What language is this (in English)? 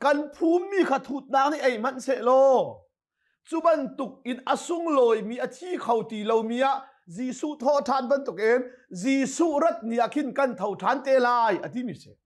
Hakha Chin